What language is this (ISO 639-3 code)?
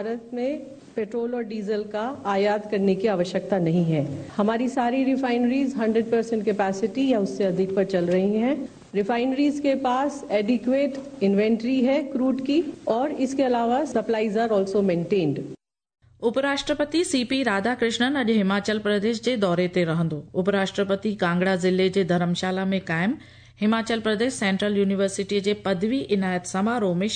snd